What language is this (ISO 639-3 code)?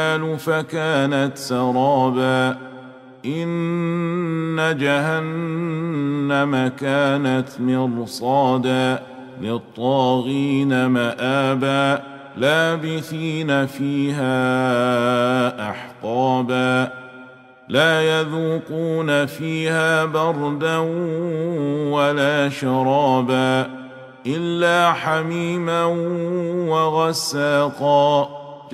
ara